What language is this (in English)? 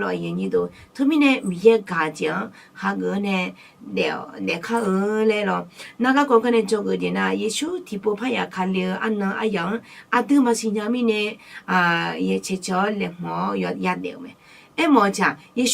Akha